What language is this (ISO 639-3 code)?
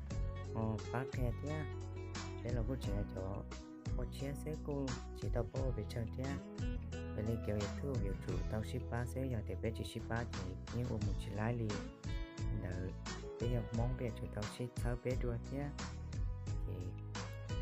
hmn